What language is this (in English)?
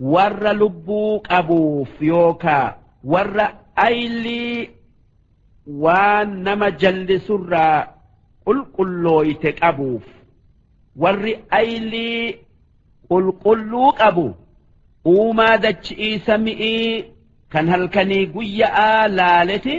Oromo